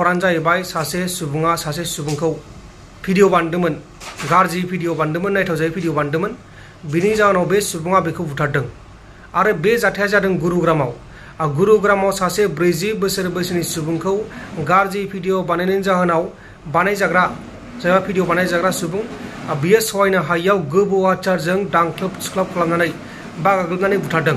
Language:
Bodo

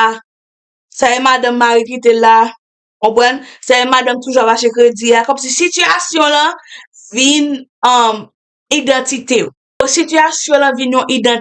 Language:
Haitian Creole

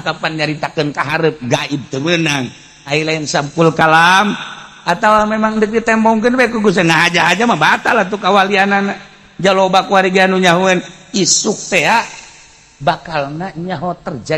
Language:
Sundanese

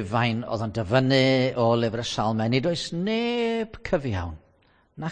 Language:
Welsh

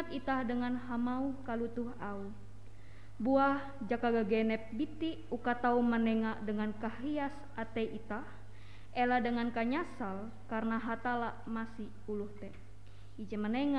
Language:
Ngaju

